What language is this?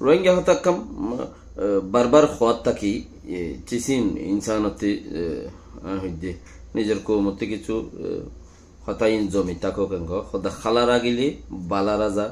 Rohingya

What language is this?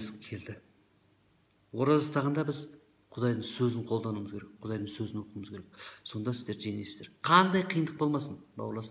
Kazakh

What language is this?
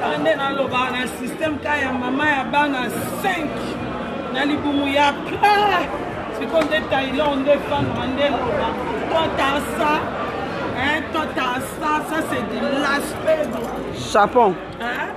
Lingala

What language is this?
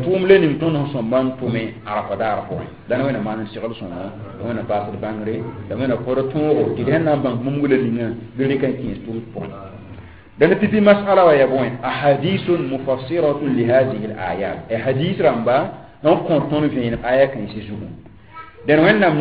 Mossi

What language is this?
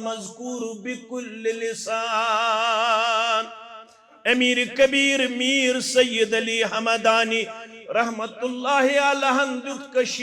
Kashmiri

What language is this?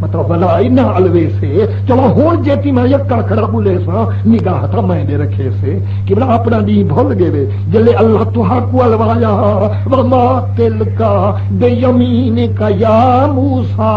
Saraiki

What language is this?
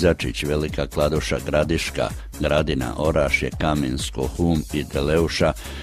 Croatian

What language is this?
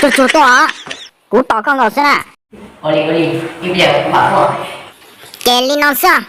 Hmong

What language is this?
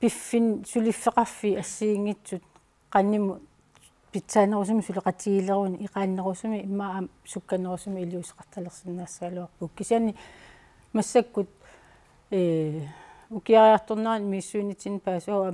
Kalaallisut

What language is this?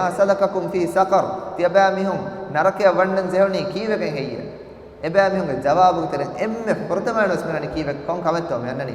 Divehi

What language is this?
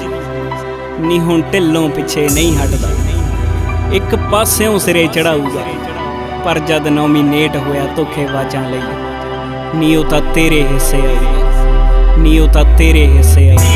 Punjabi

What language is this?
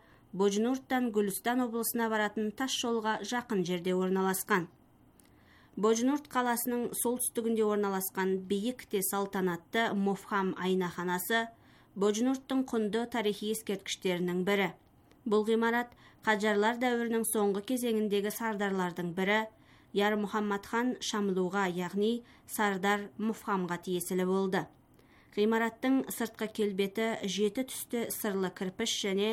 Kazakh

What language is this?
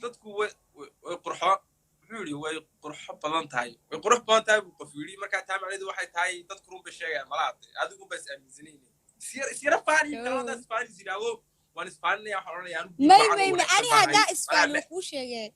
Somali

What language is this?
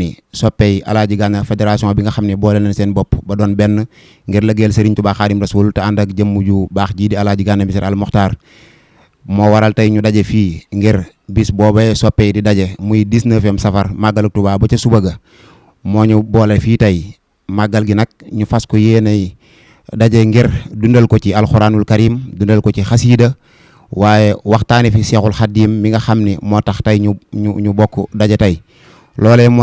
Wolof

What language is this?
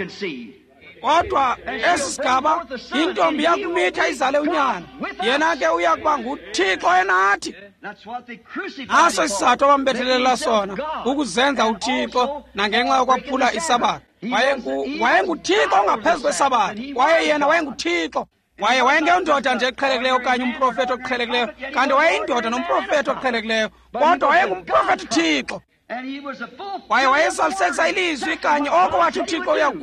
Xhosa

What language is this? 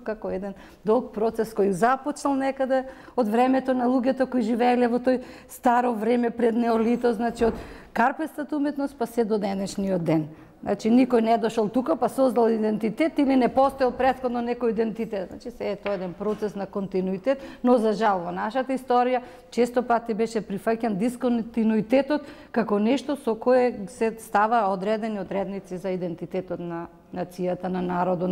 Macedonian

